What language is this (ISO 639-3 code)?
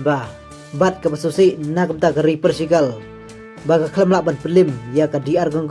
kha